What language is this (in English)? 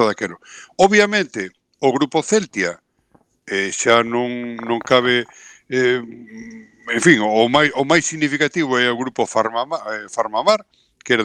Galician